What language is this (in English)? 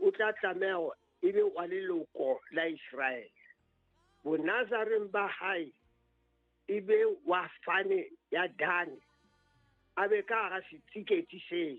Southern Sotho